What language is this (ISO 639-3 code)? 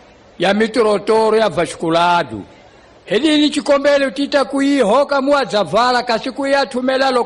tso